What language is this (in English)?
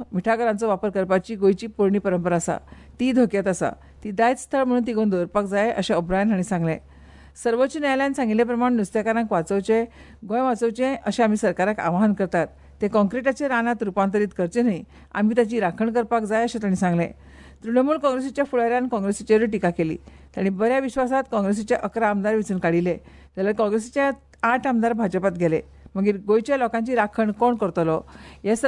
Konkani